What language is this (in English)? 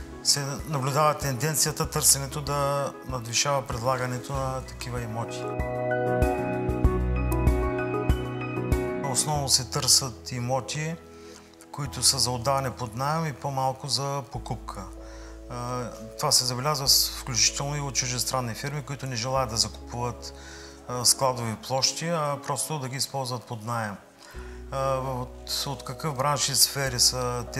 Bulgarian